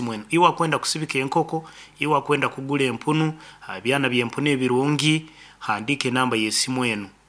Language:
Nyankole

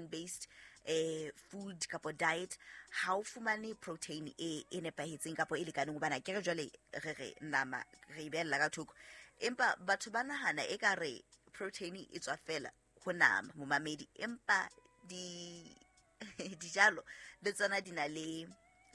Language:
Southern Sotho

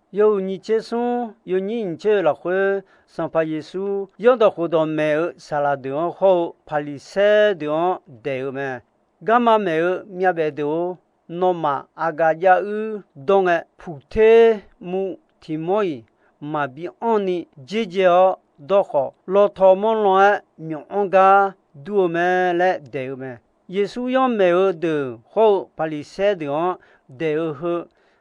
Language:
Akha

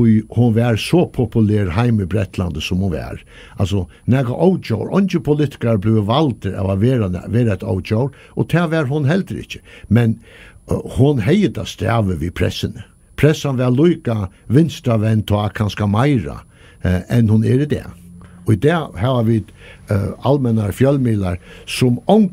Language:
Faroese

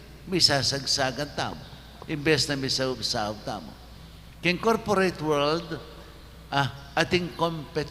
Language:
Pampanga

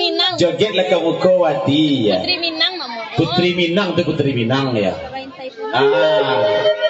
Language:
Minangkabau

